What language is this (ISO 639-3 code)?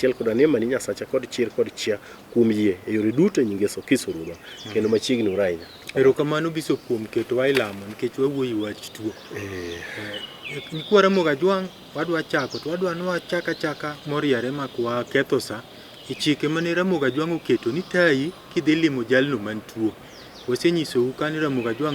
luo